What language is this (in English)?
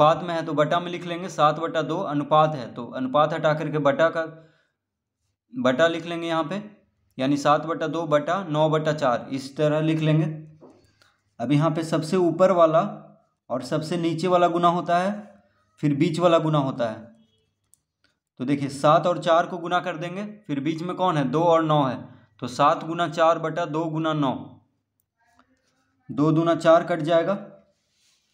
Hindi